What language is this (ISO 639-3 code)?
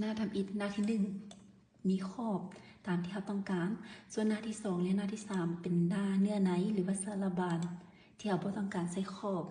lao